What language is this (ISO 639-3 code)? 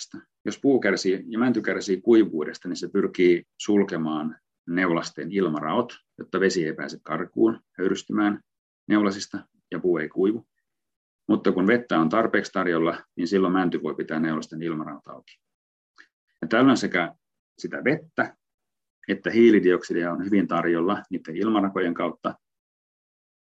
fin